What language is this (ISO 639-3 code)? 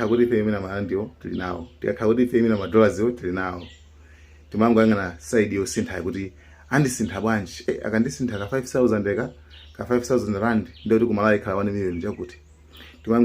nya